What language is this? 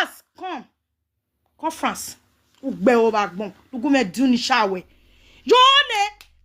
Nigerian Pidgin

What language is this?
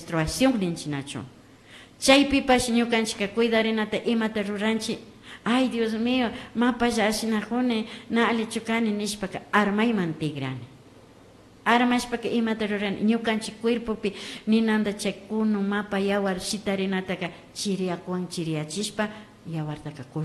Imbabura Highland Quichua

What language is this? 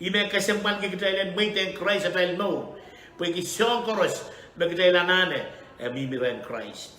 Pohnpeian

